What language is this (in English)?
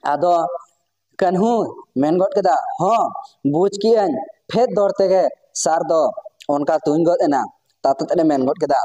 Santali